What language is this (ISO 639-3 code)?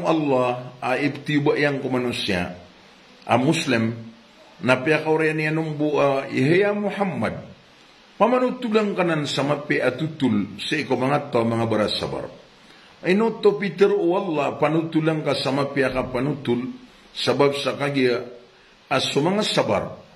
mrw